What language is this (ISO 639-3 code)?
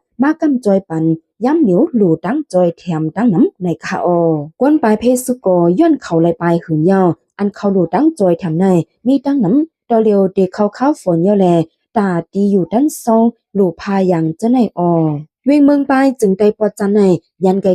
shn